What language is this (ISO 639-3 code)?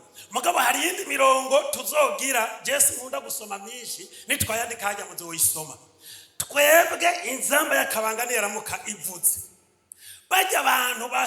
run